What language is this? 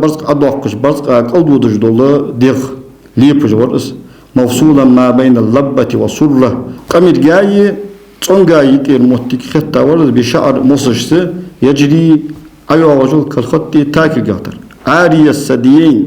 Ingush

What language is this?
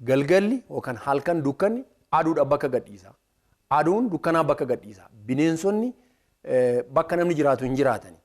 Oromo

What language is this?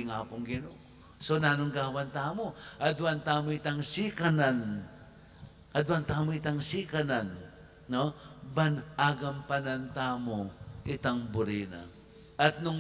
Pampanga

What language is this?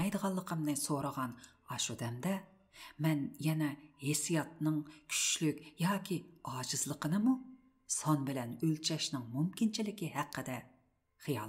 Uyghur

